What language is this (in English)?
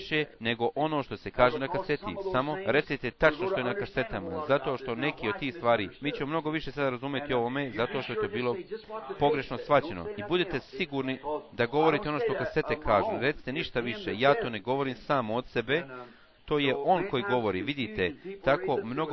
Bosnian